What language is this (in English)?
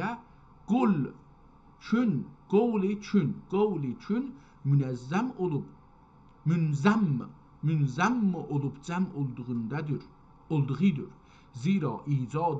South Azerbaijani